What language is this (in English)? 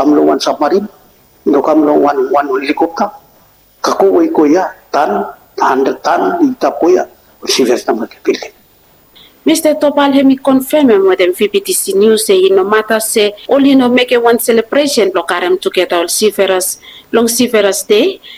Bislama